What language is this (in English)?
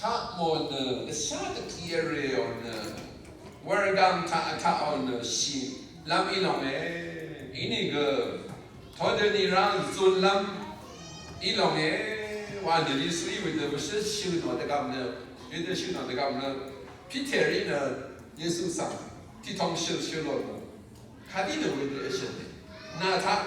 Rawang